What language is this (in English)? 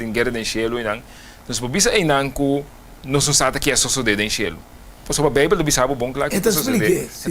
Papiamento